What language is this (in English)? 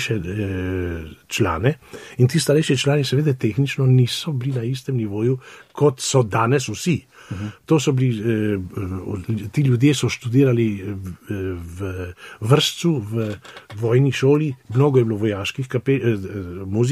Slovenian